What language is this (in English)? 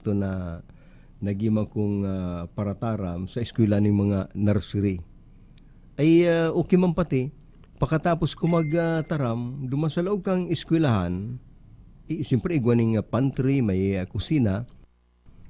Bikol